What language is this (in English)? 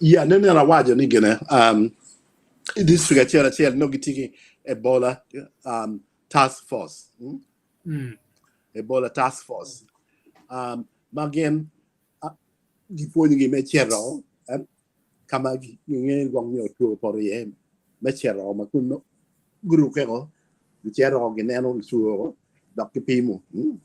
Acoli